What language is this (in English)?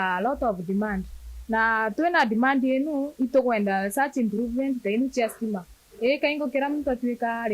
Meru